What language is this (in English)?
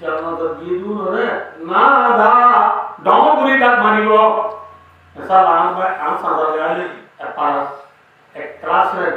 Rohingya